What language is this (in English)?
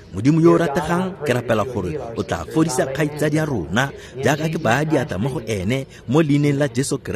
Tswana